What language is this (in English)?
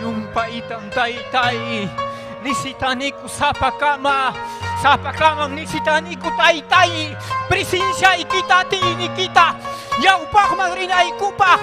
Ayacucho Quechua